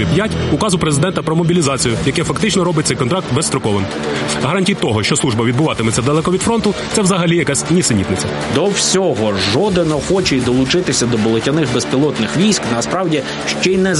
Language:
Ukrainian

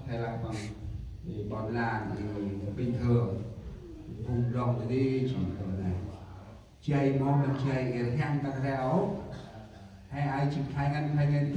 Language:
Central Mnong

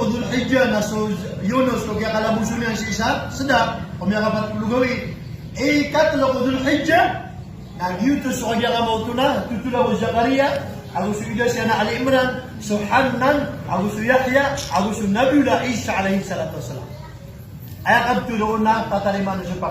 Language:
Maranao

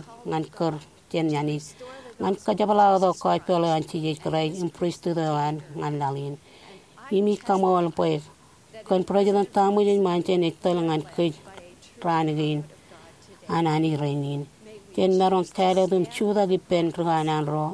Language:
Marshallese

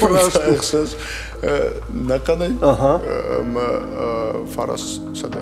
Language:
Ossetic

